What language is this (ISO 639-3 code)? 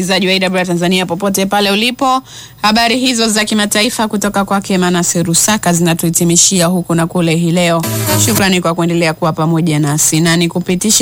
swa